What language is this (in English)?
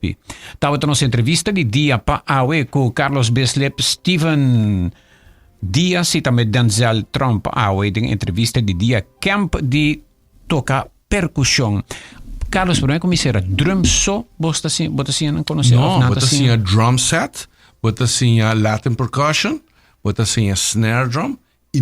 Papiamento